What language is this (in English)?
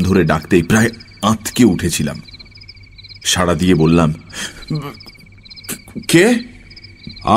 Bangla